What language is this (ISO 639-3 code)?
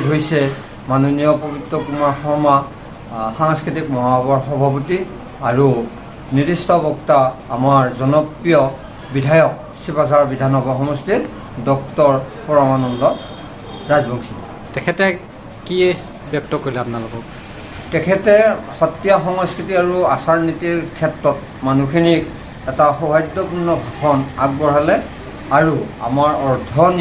asm